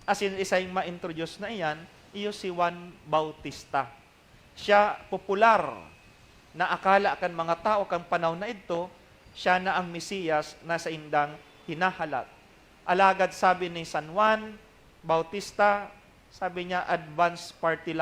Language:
Bikol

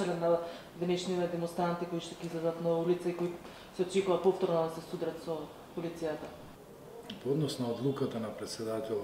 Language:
Macedonian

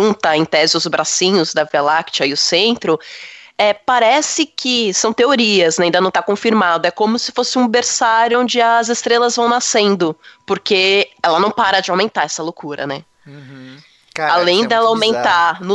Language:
Portuguese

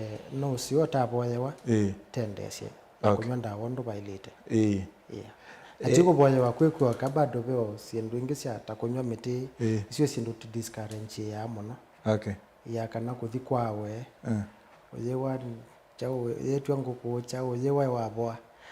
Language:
Kamba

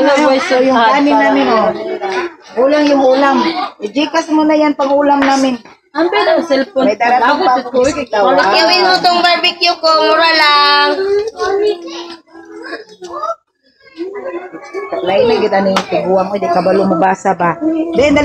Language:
Filipino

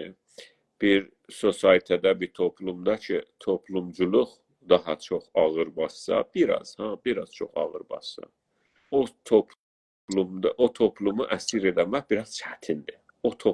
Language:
South Azerbaijani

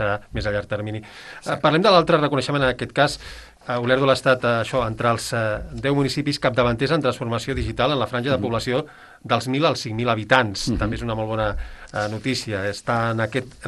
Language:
Catalan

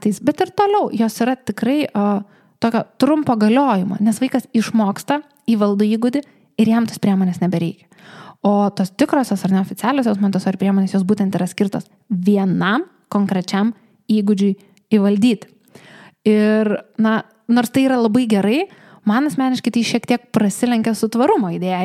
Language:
Lithuanian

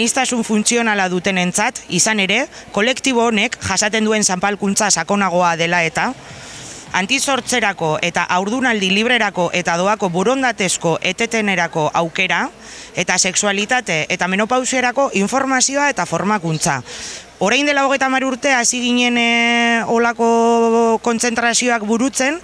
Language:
Basque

